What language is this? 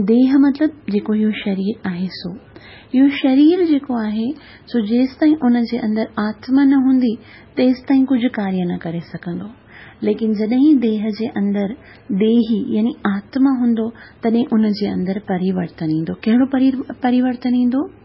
Sindhi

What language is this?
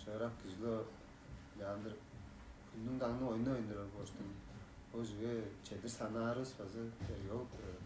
Tuvinian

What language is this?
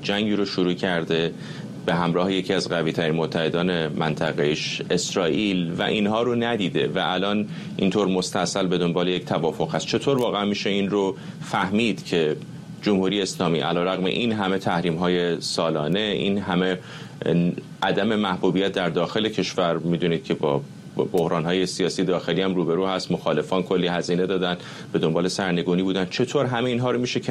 Persian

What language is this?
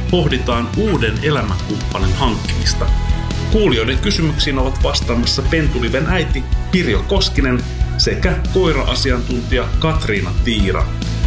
Finnish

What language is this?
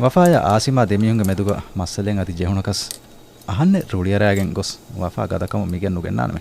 Divehi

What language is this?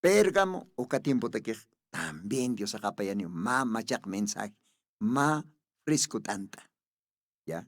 Aymara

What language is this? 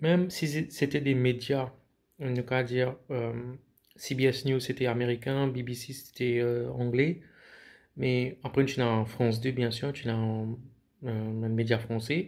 Morisyen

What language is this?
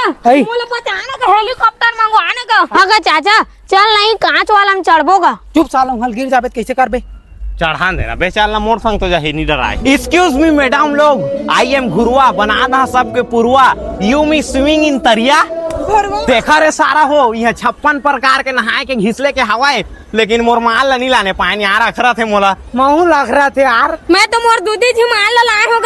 Chhattisgarhi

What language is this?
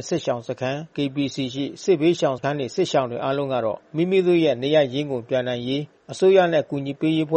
Burmese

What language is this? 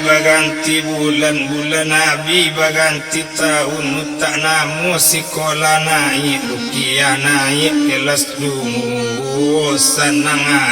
Minangkabau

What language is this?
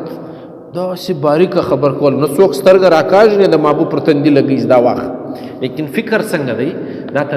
Pashto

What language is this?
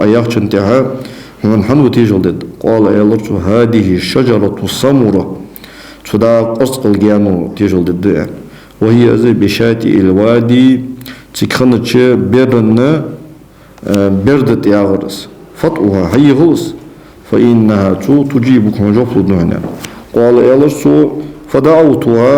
Ingush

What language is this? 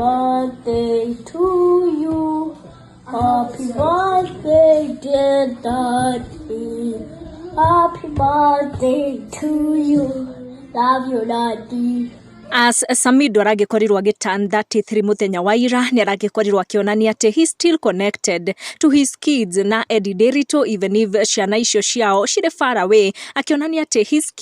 Kikuyu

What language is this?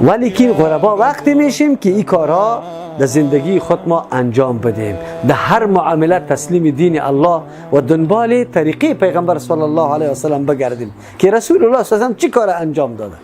Persian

